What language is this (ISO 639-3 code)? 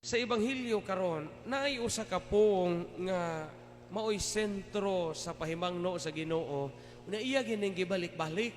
ceb